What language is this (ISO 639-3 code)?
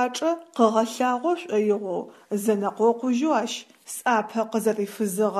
ady